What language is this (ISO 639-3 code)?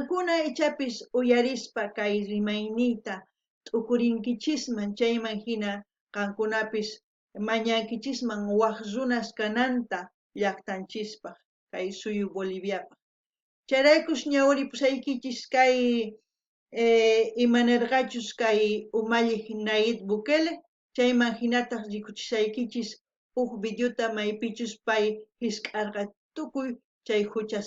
quh